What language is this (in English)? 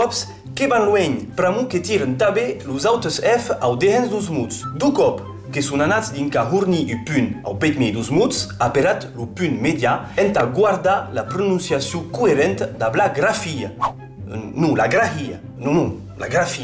Occitan